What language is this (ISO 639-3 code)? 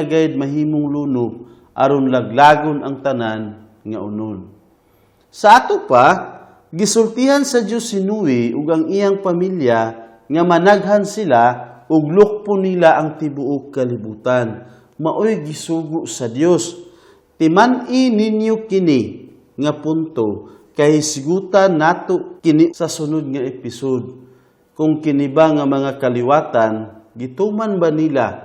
ceb